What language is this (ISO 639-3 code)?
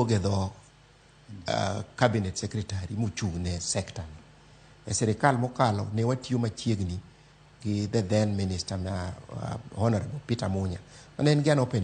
luo